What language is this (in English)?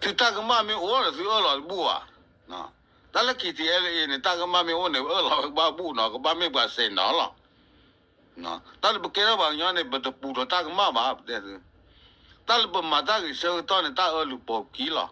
S'gaw Karen